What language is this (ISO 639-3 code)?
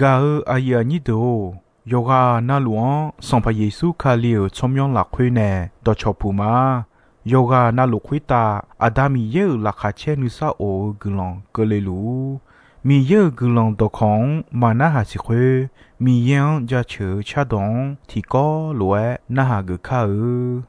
ahk